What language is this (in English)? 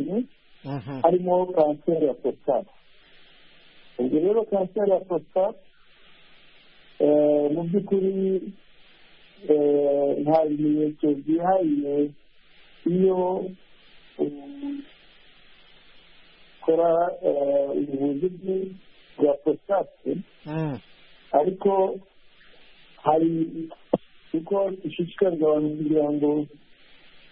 Kinyarwanda